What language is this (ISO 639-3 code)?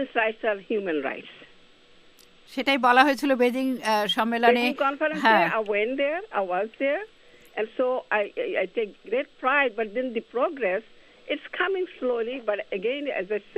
ben